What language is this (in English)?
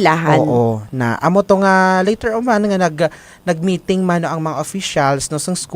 Hiligaynon